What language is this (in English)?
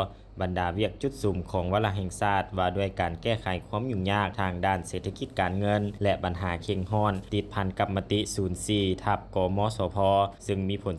Lao